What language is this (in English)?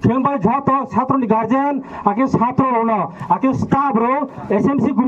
Riang (India)